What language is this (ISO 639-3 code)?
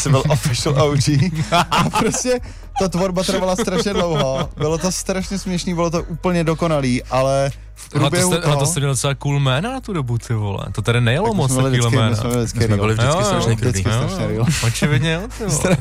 ces